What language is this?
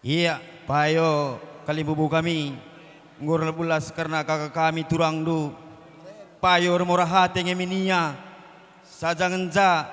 Batak Karo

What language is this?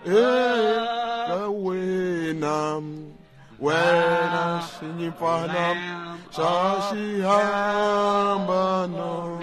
Tsonga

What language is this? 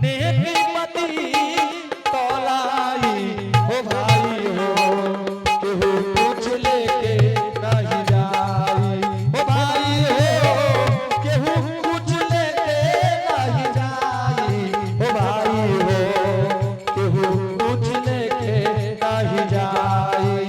Angika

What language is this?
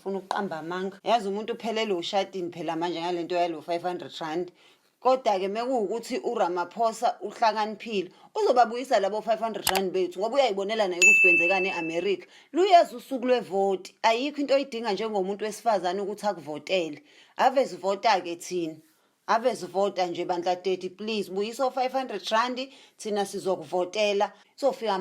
Zulu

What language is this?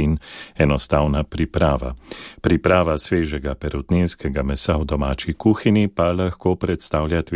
Slovenian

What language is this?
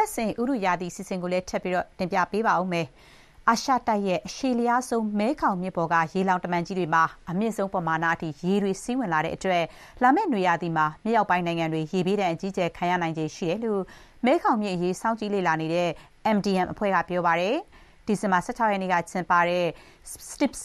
Burmese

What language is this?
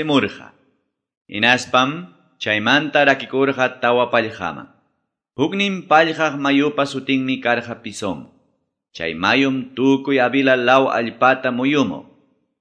Quechua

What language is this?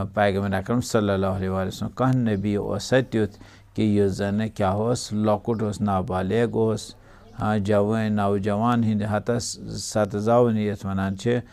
Kashmiri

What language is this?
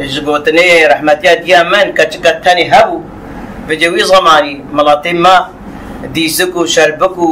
Kurdish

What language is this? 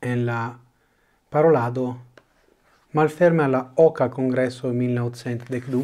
Esperanto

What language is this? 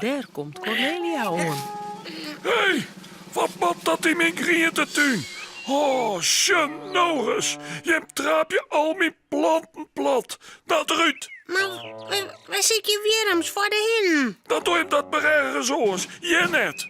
Western Frisian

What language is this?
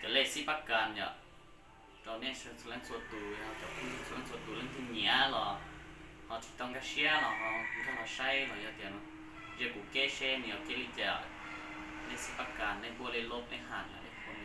Hmong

